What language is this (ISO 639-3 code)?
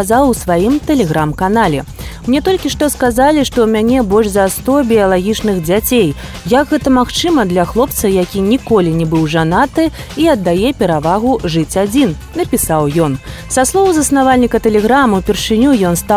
bel